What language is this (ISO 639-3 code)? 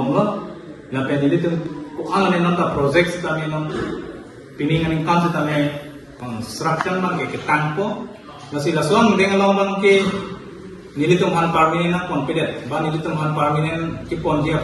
mjw